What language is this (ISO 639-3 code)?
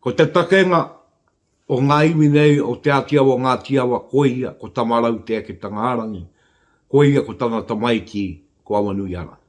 mri